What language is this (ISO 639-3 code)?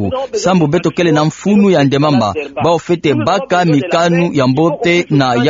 ktu